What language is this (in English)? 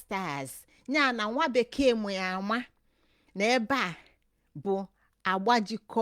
Igbo